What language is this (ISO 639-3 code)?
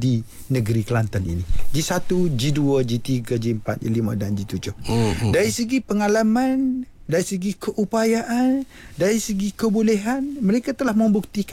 msa